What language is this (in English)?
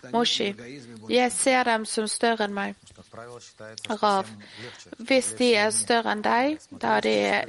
Norwegian